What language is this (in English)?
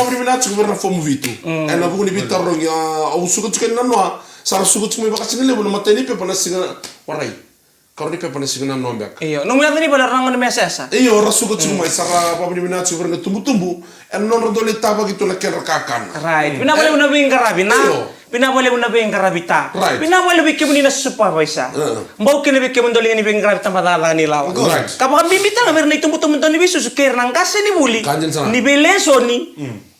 Fijian